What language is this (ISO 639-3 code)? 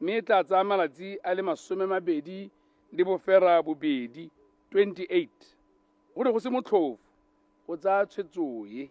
tsn